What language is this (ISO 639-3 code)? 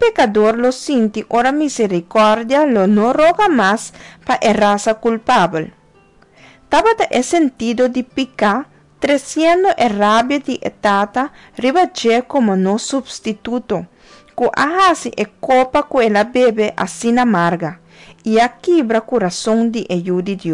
pap